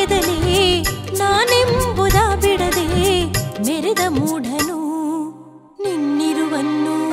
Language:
Kannada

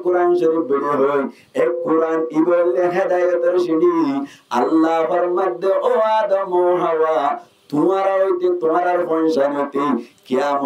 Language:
Rohingya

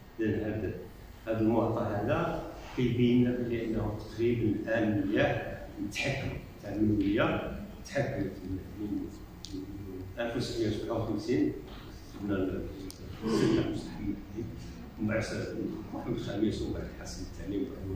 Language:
Moroccan Arabic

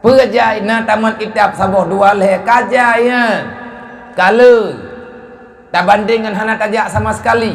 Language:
Achinese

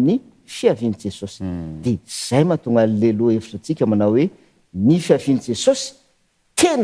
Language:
Malagasy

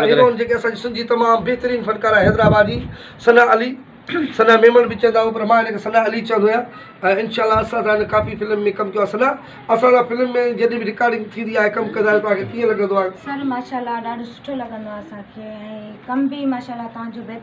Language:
Sindhi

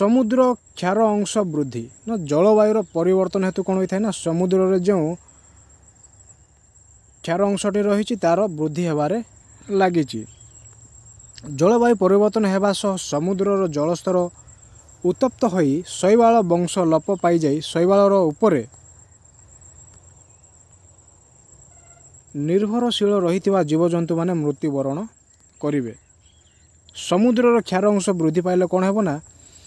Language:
Odia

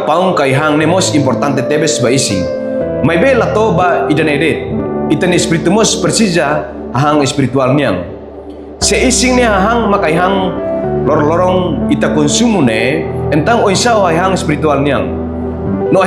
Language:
Tetum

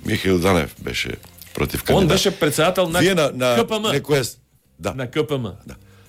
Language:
Macedonian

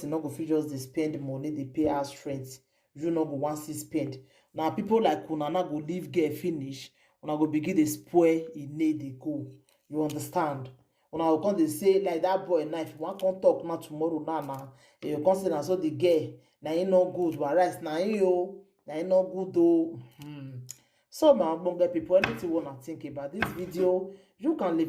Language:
Nigerian Pidgin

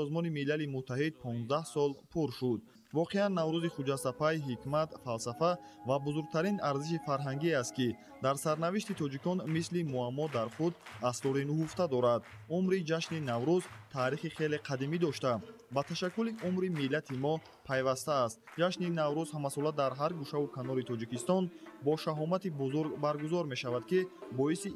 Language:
Tajik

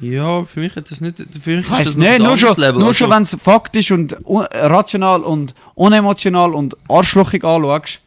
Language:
Swiss German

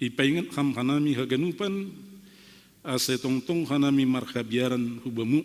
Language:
Batak Simalungun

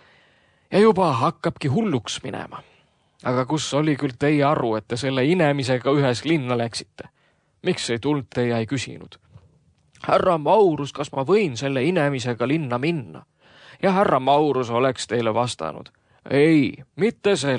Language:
Estonian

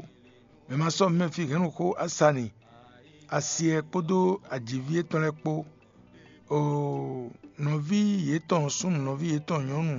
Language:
Fon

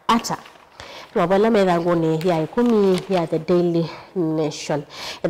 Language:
Kamba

